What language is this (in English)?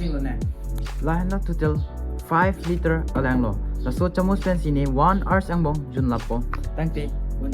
Karbi